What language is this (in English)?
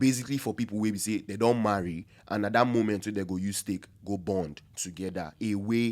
Nigerian Pidgin